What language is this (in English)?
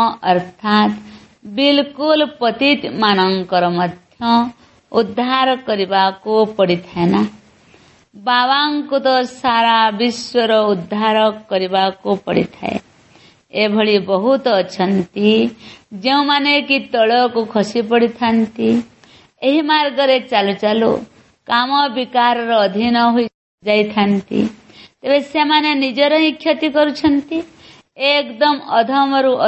Odia